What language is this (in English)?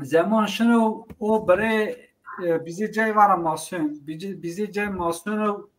Zaza